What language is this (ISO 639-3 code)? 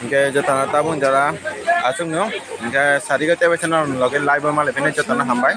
trp